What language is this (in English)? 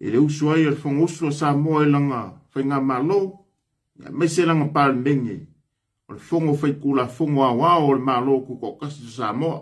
Samoan